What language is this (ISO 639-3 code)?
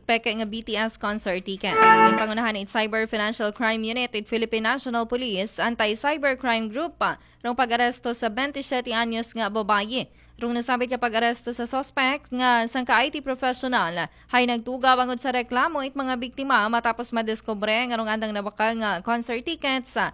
akl